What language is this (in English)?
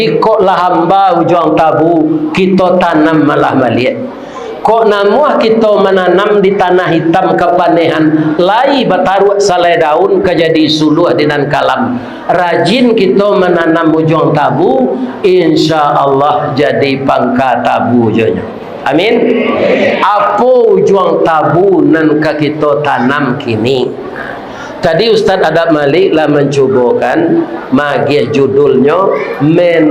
Minangkabau